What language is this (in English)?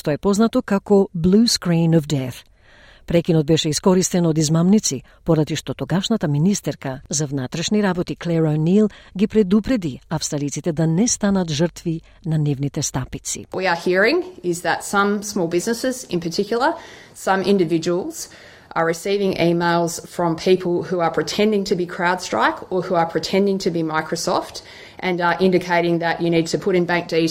Macedonian